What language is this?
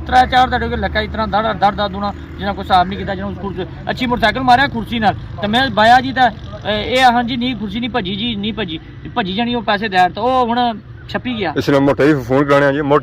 Pahari-Potwari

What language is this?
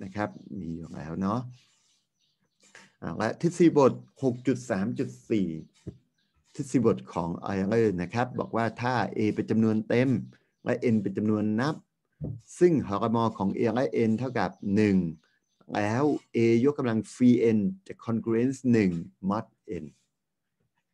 Thai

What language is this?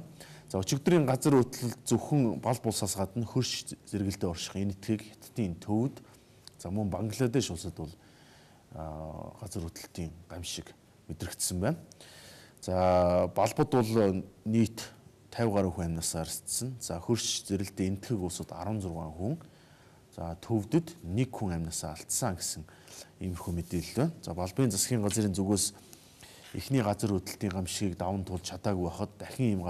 Mongolian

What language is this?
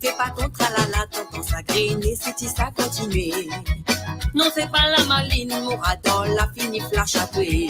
Morisyen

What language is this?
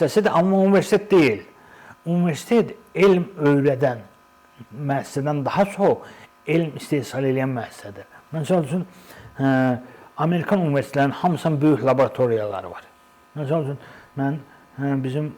Azerbaijani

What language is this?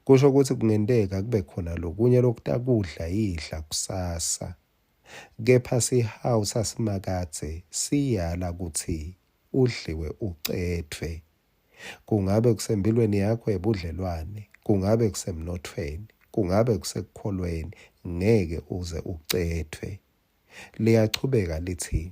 Swati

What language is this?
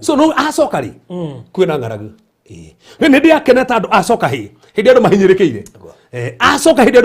Kikuyu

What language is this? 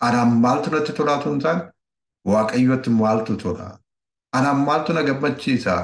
Oromo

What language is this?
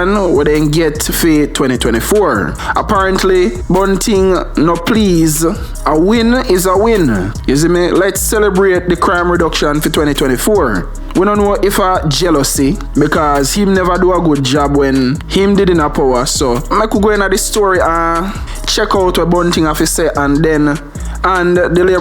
Jamaican Creole English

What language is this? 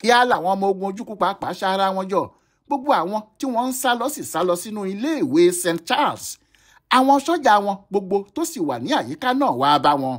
Yoruba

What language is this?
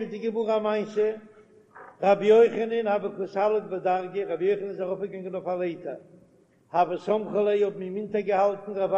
Yiddish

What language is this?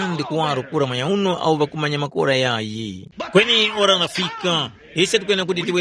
Tumbuka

